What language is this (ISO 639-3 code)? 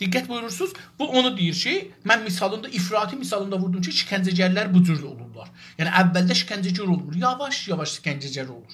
azb